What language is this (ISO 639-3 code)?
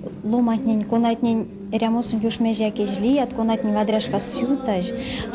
myv